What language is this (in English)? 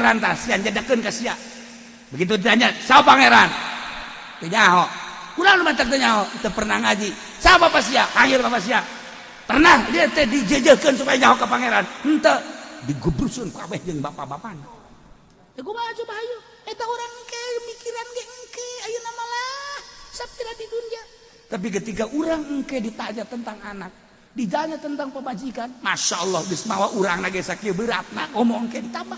Sundanese